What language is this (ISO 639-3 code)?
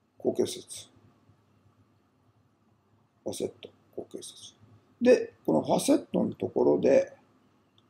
jpn